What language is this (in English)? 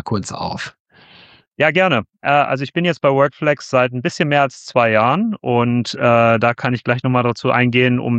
German